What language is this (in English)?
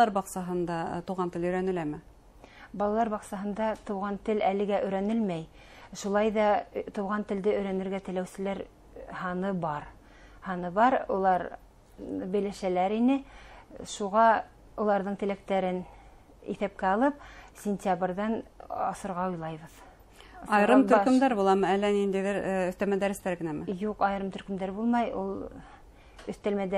Bashkir